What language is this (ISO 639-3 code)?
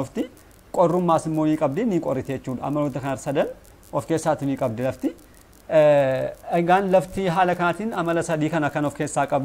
orm